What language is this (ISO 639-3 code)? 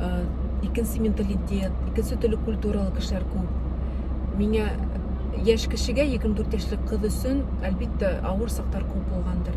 bak